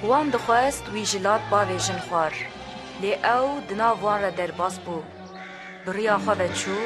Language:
Kurdish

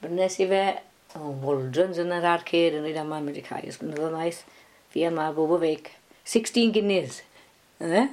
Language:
Welsh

